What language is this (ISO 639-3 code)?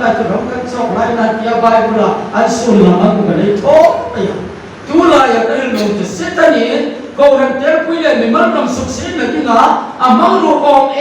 hmr